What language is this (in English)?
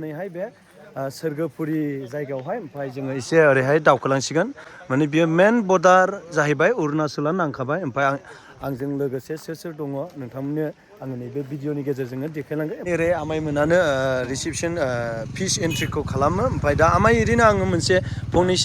Bodo